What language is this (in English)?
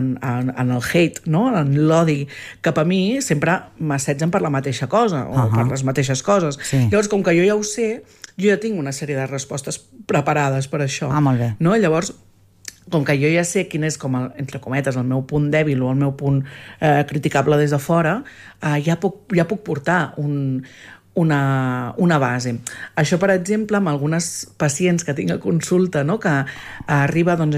Catalan